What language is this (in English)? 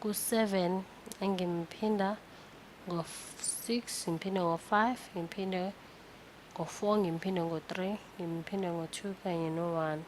Zulu